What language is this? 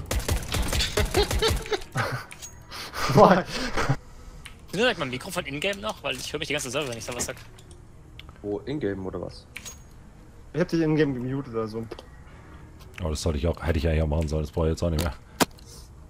German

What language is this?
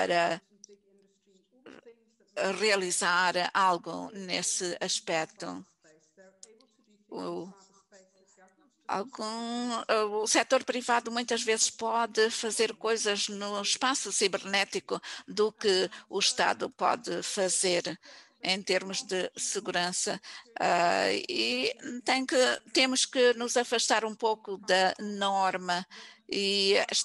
Portuguese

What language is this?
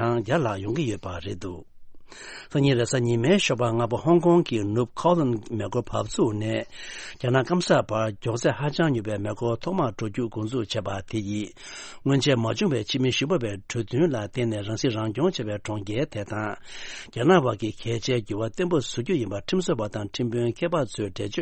Tibetan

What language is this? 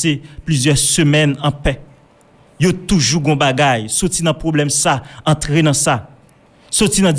Haitian Creole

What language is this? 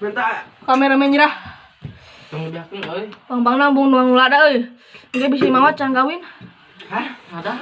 Sundanese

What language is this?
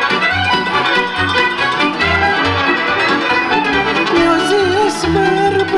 Romanian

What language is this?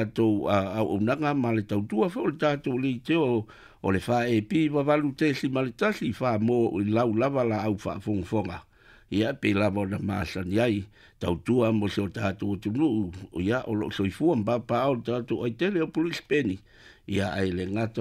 Samoan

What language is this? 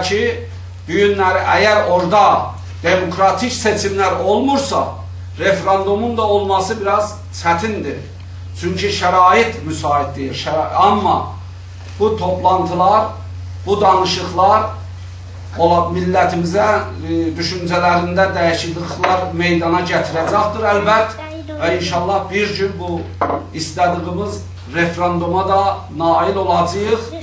South Azerbaijani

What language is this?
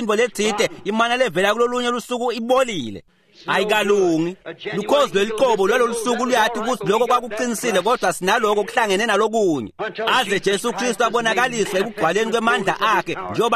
Swati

